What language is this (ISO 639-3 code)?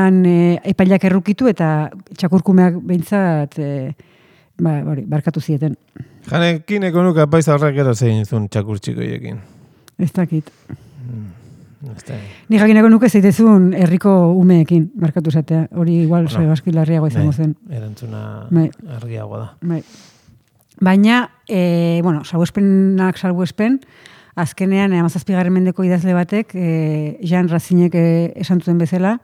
eus